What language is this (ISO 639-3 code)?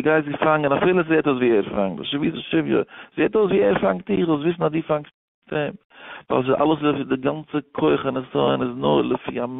yid